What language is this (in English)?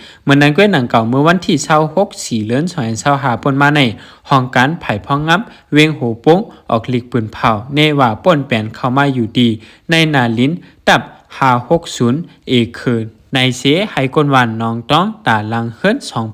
Shan